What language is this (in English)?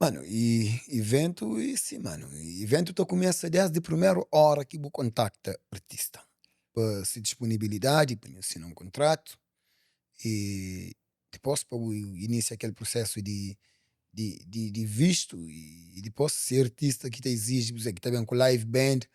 Kabuverdianu